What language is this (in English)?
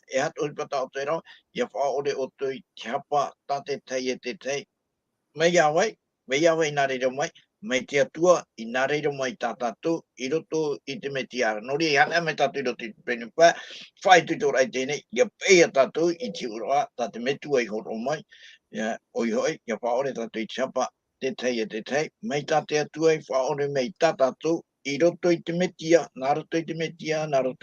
Tahitian